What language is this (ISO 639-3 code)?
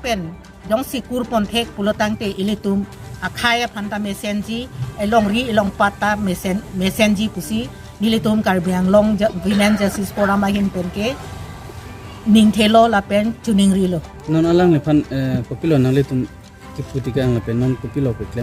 mjw